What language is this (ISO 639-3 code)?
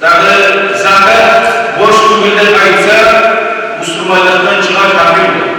kum